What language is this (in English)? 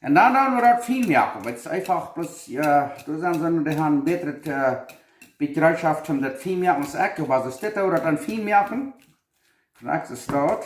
Plautdietsch